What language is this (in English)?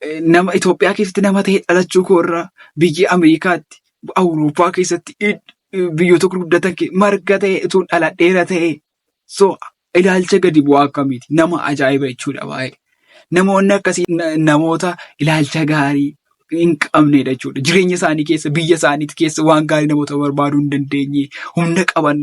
Oromo